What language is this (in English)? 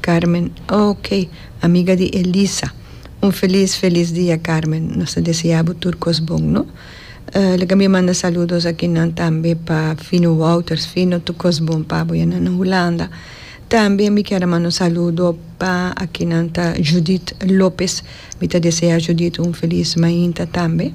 Papiamento